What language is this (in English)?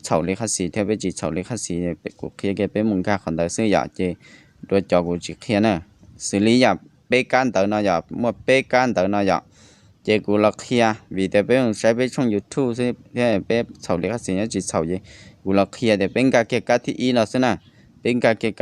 Hmong